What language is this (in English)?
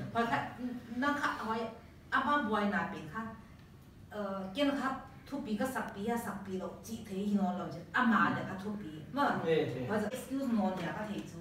Paite Chin